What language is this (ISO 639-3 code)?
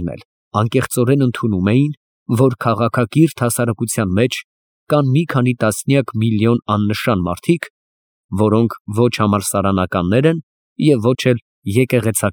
hye